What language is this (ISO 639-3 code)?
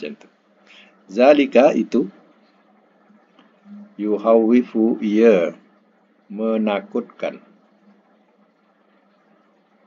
msa